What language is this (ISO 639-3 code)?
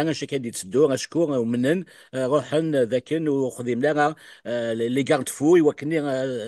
kab